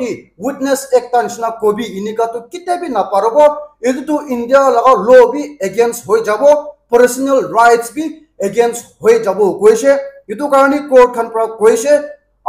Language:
Naga Pidgin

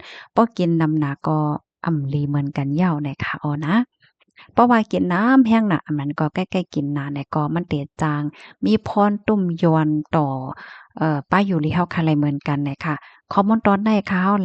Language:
Shan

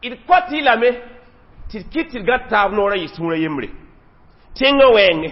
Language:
Mossi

